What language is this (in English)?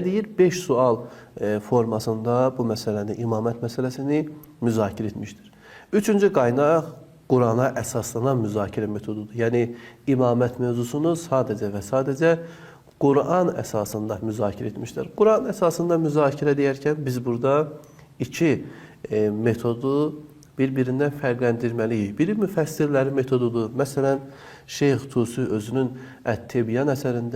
Azerbaijani